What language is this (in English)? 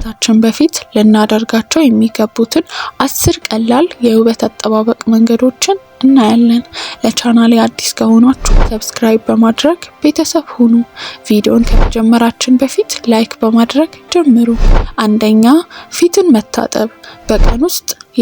Amharic